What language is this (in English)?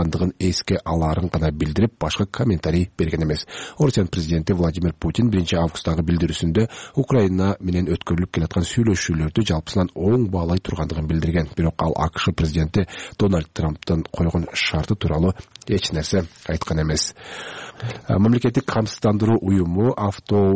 Kyrgyz